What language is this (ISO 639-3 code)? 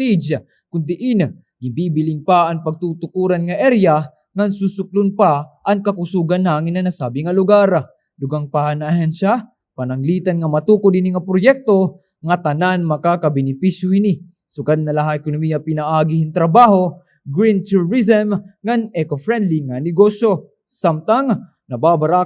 war